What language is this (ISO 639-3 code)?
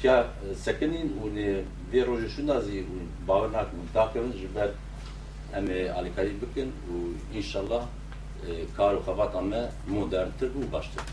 kur